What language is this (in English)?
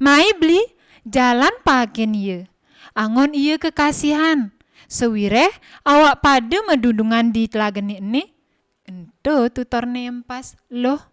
Balinese